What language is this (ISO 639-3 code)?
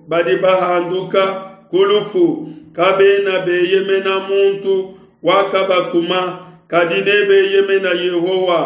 lua